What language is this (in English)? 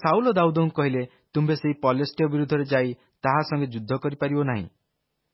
Odia